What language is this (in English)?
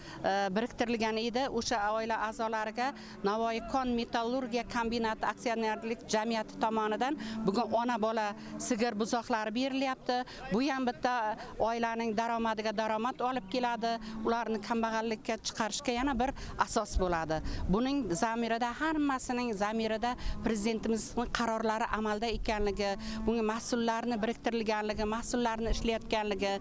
Uzbek